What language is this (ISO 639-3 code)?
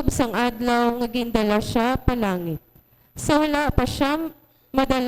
hil